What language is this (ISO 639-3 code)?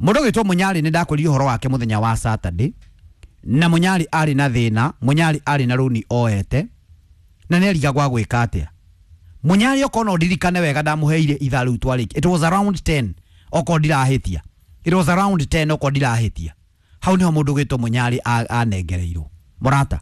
kik